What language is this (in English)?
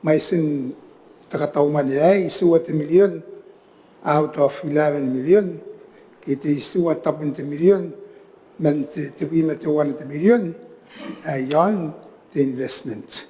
Gilbertese